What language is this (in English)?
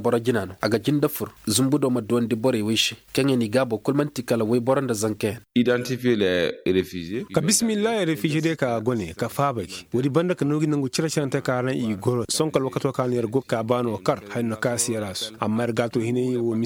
Koyraboro Senni